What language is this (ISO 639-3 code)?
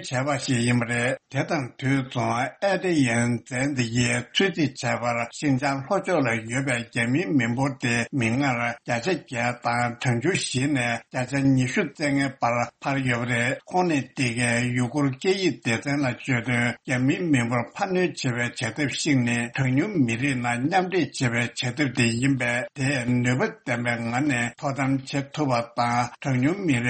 bod